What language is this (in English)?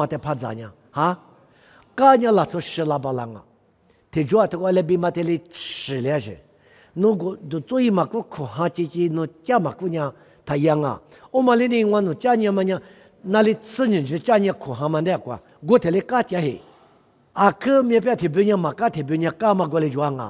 Lisu